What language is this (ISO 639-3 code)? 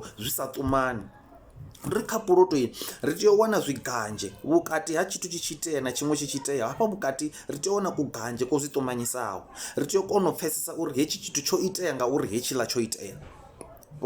ven